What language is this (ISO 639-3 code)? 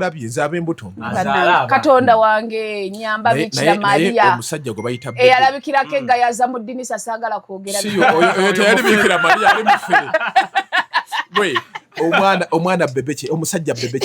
lug